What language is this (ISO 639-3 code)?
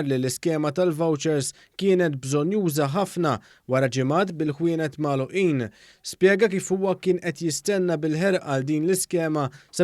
mlt